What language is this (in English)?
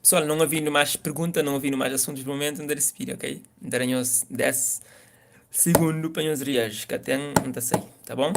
Kabuverdianu